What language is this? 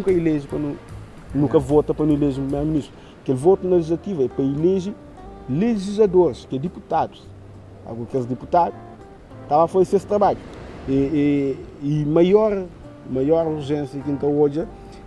Kabuverdianu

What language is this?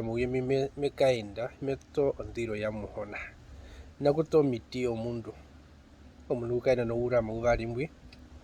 Herero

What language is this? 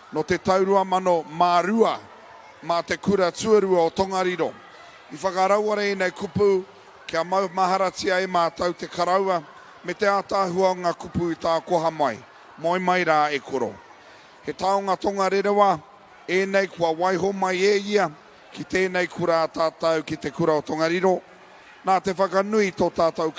Māori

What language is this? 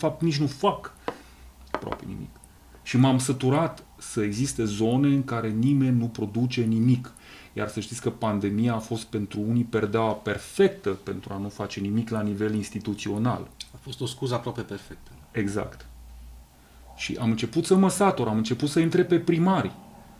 Romanian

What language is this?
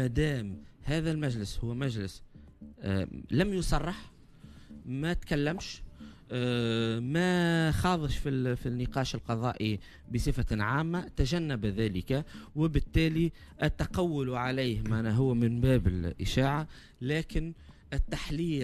Tunisian Arabic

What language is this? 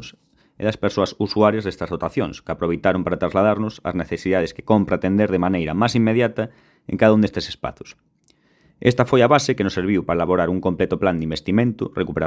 Galician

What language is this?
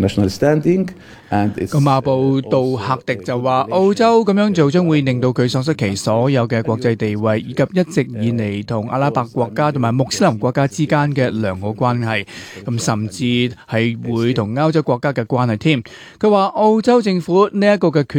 Cantonese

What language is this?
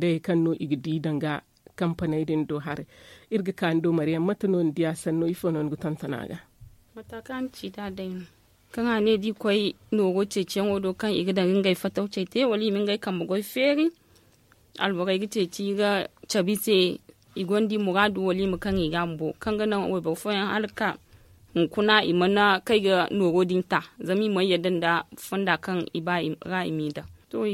Zarma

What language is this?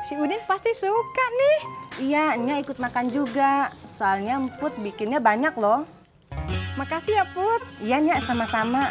Betawi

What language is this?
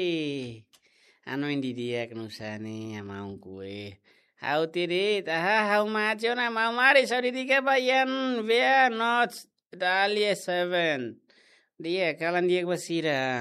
Tetum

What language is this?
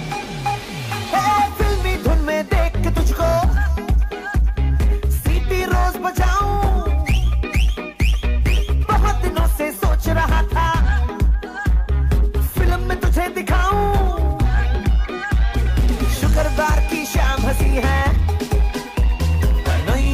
Hindi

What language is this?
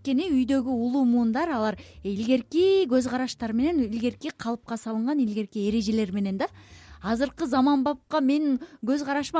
Kyrgyz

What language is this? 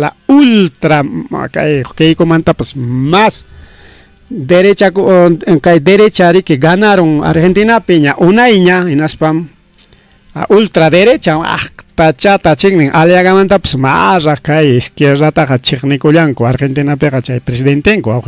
Ayacucho Quechua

